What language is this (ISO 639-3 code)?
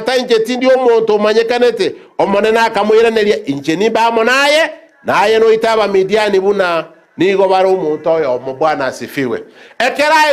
guz